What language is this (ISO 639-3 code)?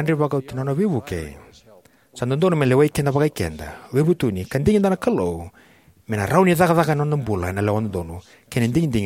fij